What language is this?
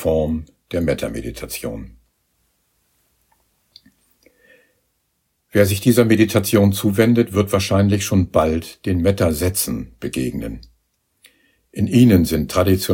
German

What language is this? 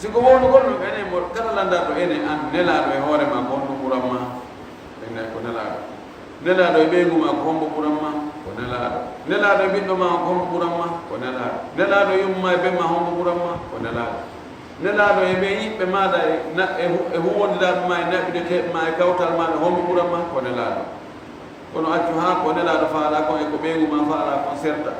Fula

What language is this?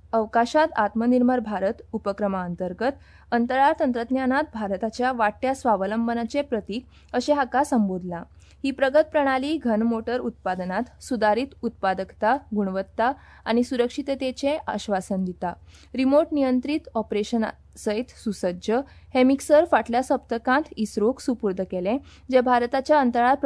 Konkani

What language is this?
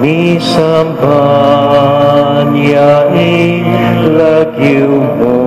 Pampanga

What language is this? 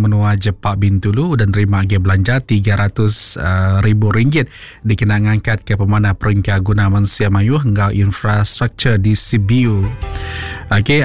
Iban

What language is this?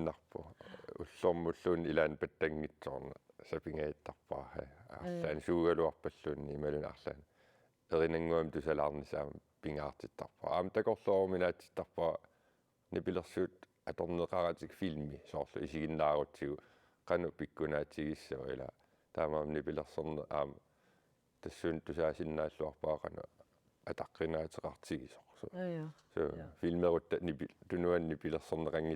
Kalaallisut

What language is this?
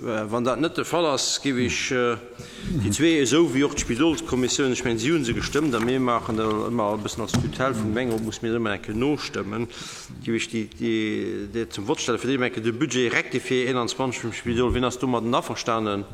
Luxembourgish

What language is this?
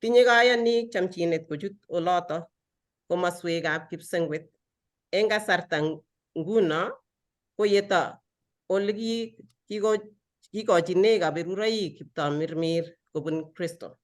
Kalenjin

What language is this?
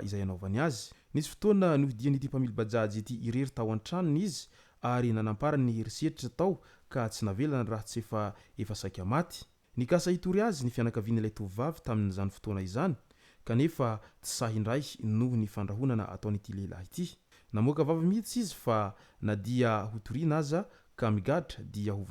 Malagasy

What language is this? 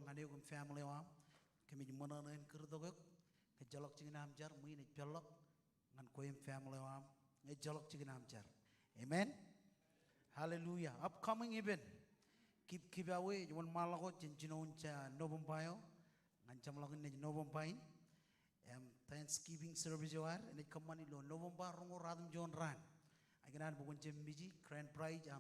Marshallese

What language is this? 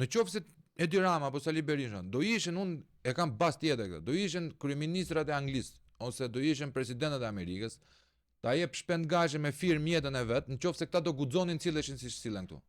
Albanian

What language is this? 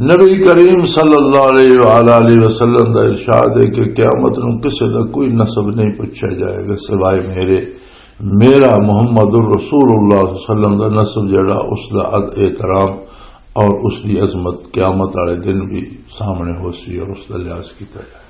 Western Panjabi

